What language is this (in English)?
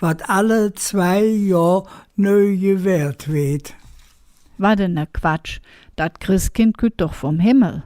Colognian